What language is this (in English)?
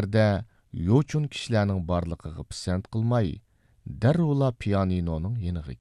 Uyghur